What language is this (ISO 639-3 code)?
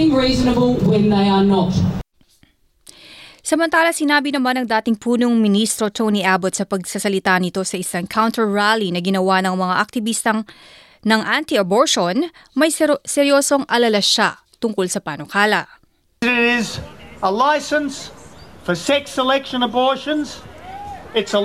fil